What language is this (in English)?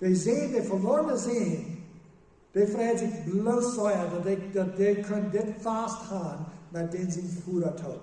Plautdietsch